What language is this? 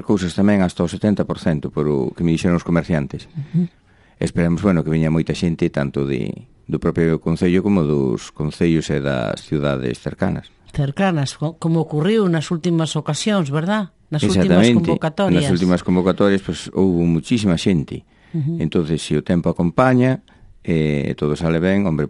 Galician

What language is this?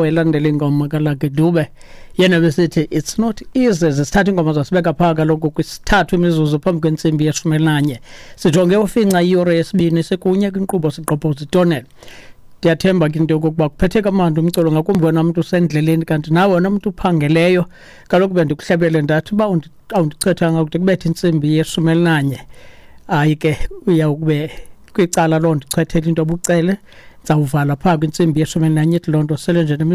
Xhosa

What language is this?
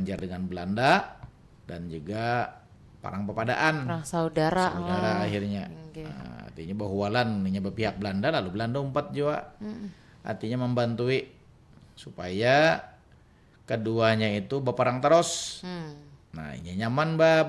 Banjar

